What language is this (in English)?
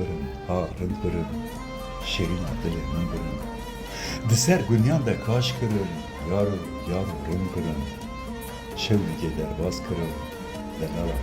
Kurdish